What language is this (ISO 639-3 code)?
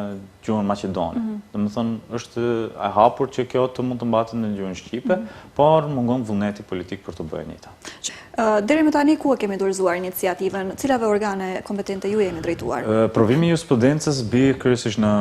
sqi